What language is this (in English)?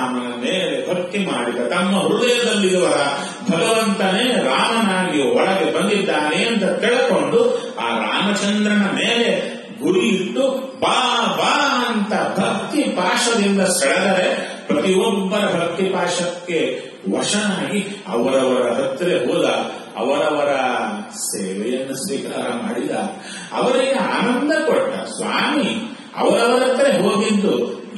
Kannada